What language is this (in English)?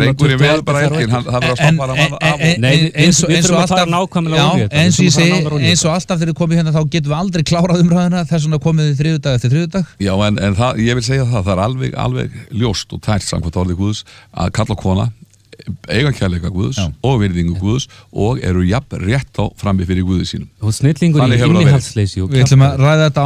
Icelandic